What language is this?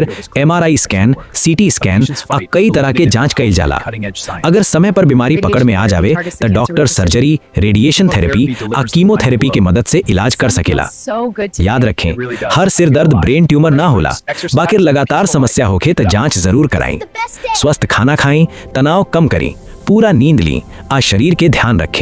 Bhojpuri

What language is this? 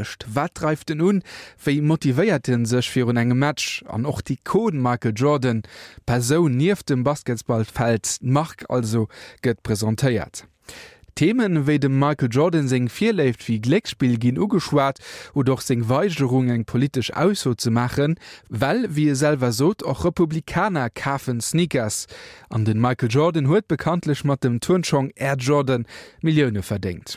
Luxembourgish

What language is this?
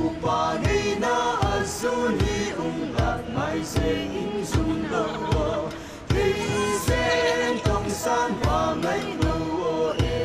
Paite Chin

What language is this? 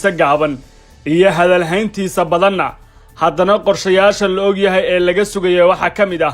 Somali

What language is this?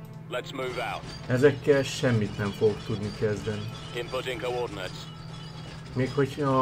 Hungarian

